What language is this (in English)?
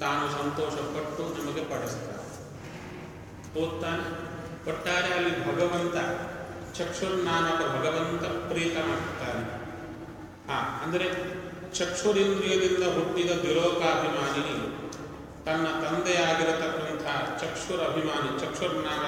Kannada